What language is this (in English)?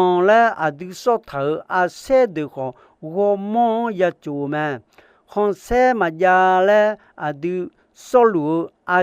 Akha